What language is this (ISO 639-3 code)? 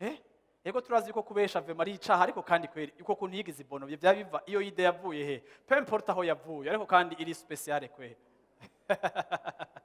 run